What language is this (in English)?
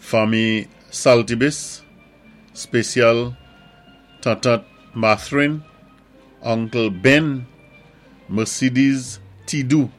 Saint Lucian Creole French